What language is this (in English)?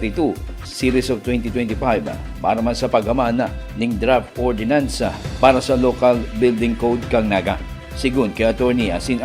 Bikol